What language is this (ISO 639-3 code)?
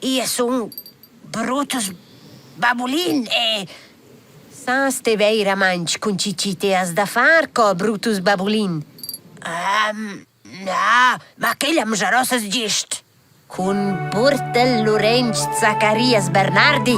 roh